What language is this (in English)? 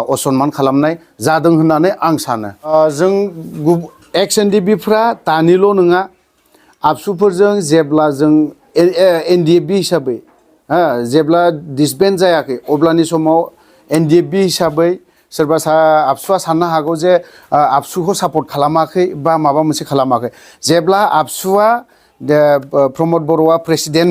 Bodo